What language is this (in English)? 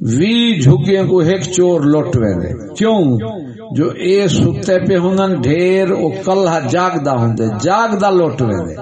Saraiki